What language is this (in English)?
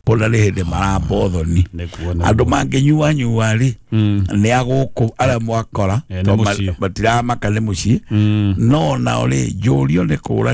Kikuyu